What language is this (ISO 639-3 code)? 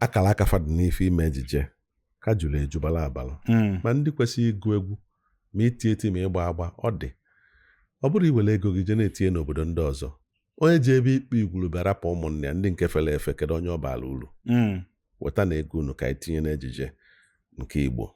ibo